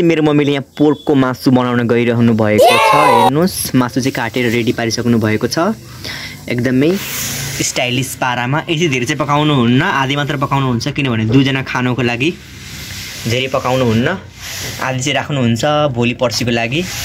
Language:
Nepali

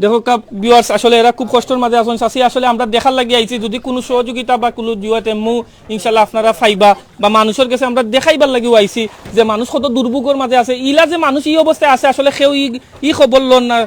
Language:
Sylheti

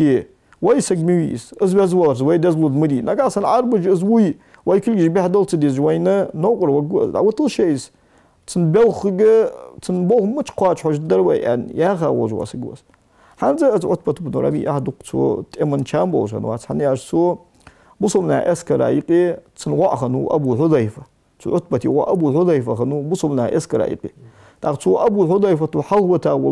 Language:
Ingush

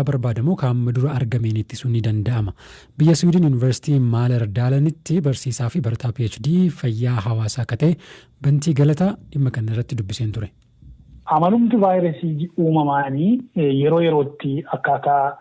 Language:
Oromo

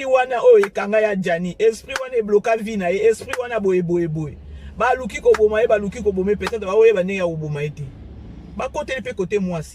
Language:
Lingala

